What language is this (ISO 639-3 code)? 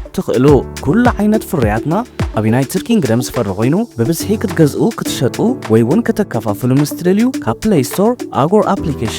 tir